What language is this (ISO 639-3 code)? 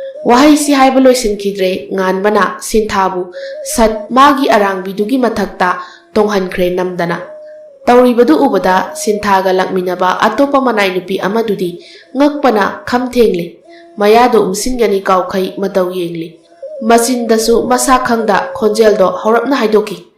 mni